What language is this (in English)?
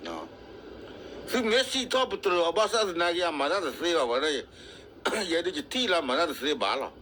S'gaw Karen